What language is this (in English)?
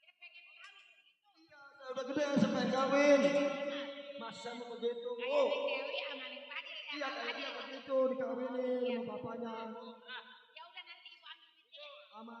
Betawi